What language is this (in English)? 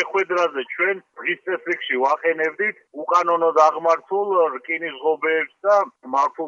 Georgian